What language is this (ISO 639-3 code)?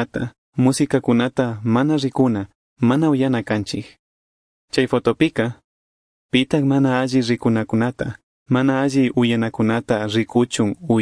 qug